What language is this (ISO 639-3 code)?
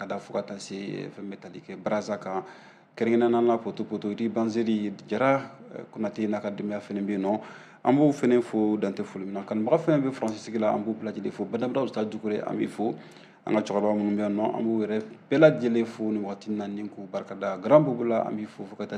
bam